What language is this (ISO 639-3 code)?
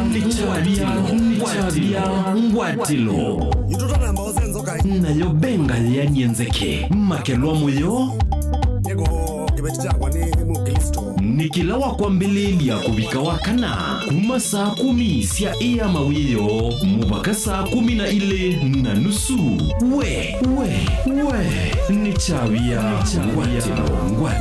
kam